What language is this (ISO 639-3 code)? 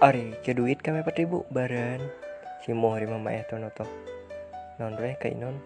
mhy